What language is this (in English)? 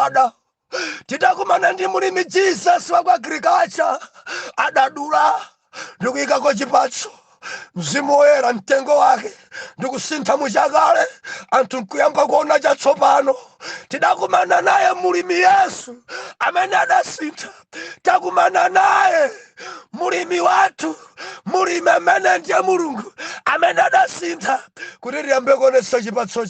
Nyanja